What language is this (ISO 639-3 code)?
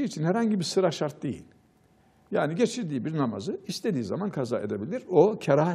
tur